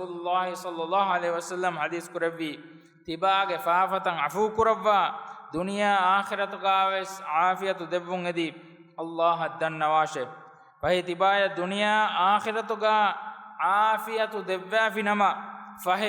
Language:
Divehi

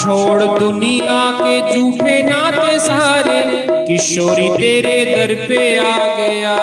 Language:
Dogri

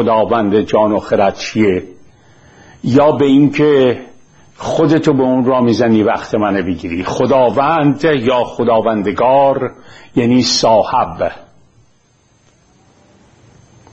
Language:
Persian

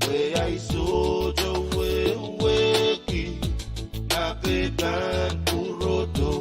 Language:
Pohnpeian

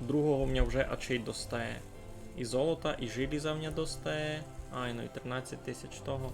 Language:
Rusyn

